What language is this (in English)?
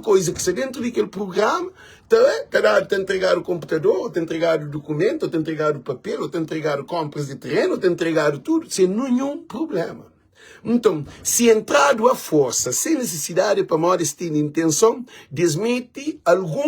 Kabuverdianu